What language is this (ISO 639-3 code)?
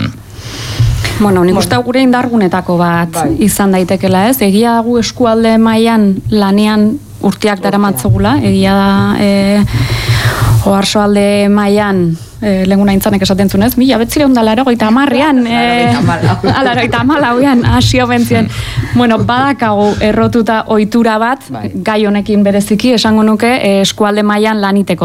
eus